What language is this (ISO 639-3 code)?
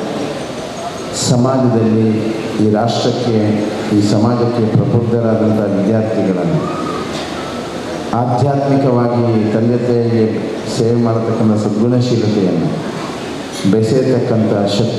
kan